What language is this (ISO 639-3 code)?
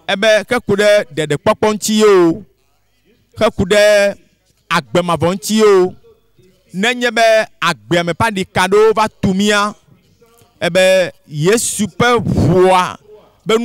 ewe